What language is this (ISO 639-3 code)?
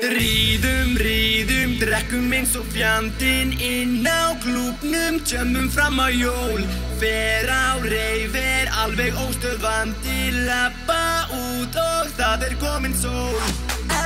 isl